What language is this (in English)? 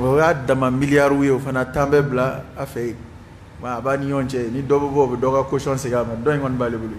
Bambara